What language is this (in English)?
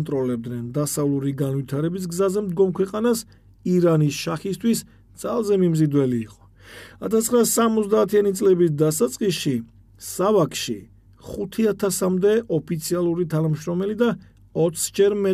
Georgian